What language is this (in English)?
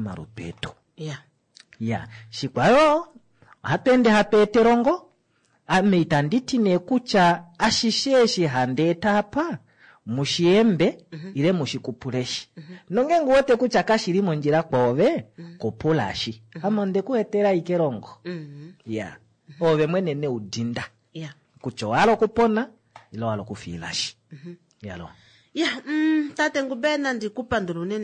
Kuanyama